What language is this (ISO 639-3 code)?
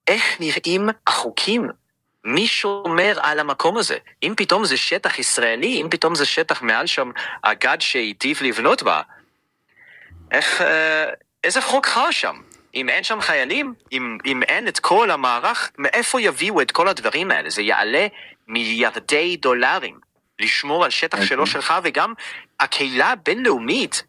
heb